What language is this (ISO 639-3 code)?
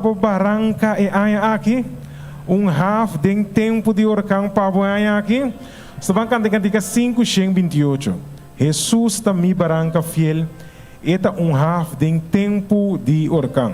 pap